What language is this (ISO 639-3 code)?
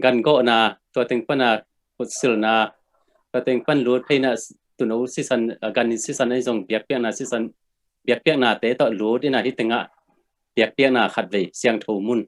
ctd